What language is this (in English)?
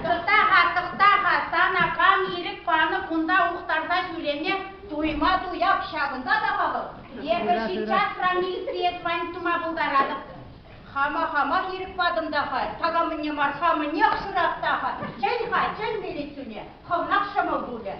Chuvash